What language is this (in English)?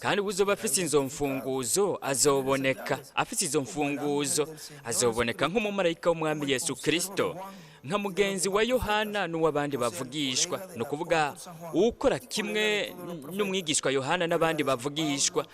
Rundi